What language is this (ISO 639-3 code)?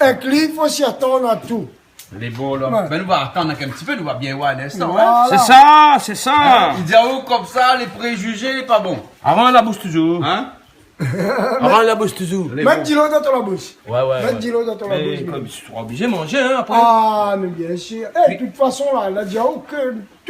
rcf